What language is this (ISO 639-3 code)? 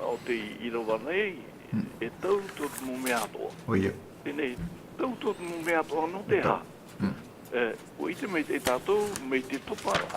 tah